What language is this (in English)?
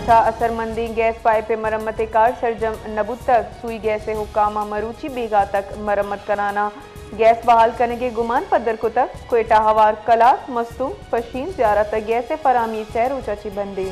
Baluchi